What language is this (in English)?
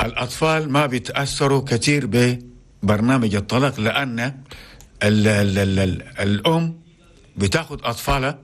Chadian Arabic